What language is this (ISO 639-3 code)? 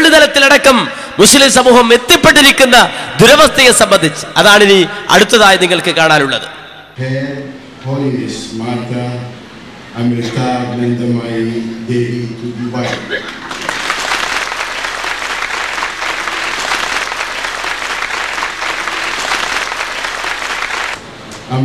mal